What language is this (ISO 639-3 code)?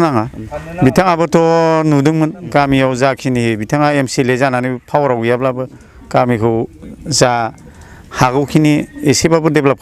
brx